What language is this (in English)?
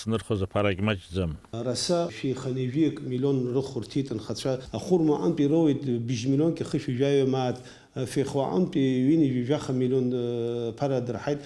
Abkhazian